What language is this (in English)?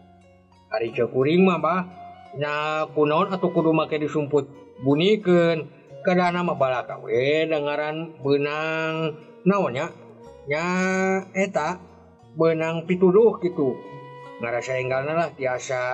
Sundanese